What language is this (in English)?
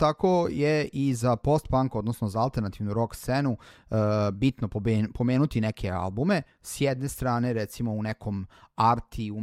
Serbian